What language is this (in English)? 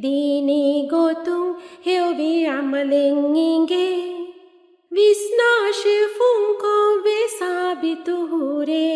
Divehi